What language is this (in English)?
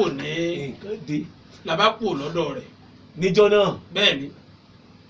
Yoruba